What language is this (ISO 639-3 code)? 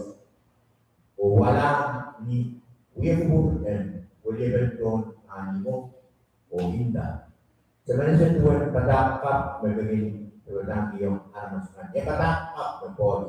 pon